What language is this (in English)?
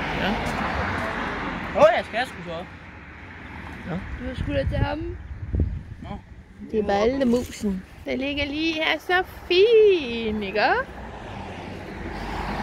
Danish